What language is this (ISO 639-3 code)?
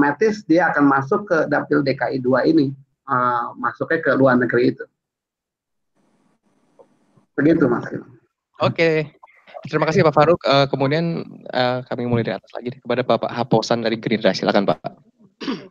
ind